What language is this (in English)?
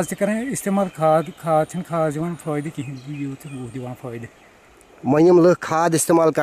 Kashmiri